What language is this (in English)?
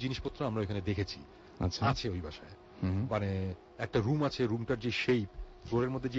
Bangla